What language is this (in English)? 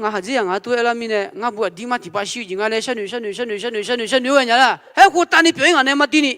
Akha